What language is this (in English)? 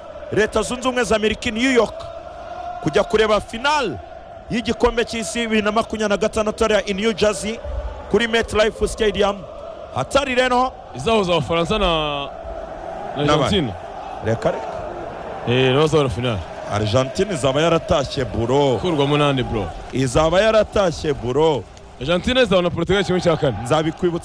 Kinyarwanda